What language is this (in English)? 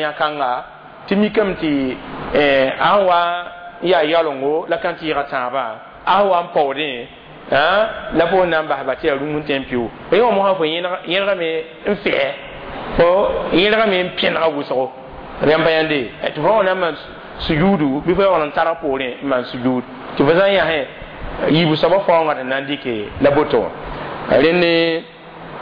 Mossi